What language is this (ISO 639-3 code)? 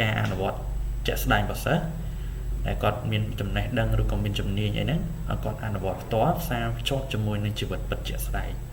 khm